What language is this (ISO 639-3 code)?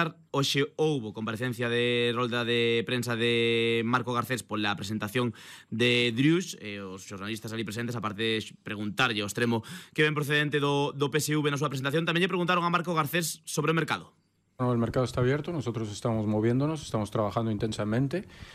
glg